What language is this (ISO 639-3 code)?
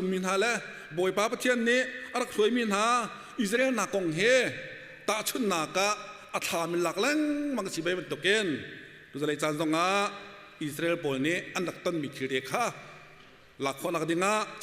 cnh